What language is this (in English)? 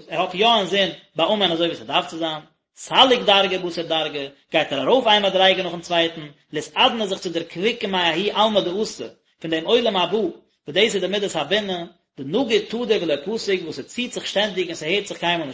Yiddish